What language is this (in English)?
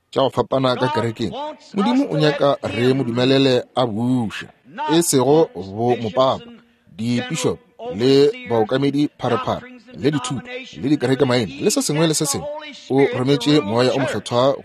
Northern Sotho